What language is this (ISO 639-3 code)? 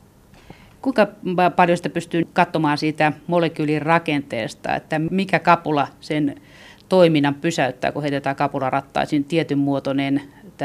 fin